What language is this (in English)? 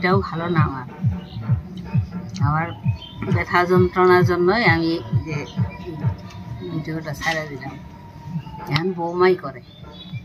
Bangla